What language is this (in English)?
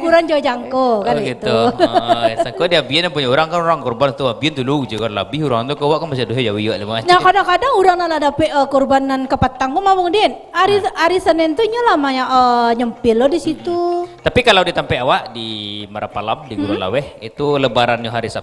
Minangkabau